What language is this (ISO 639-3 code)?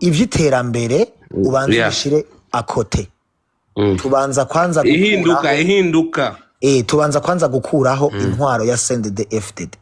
run